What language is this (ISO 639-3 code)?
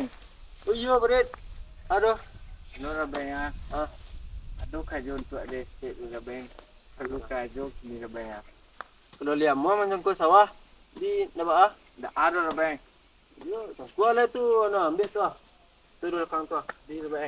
min